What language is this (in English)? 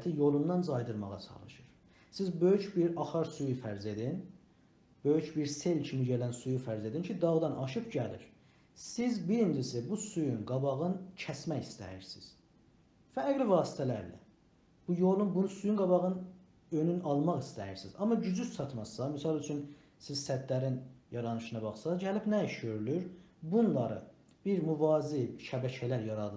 South Azerbaijani